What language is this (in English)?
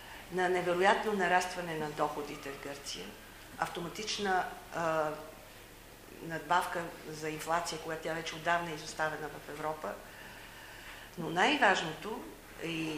Bulgarian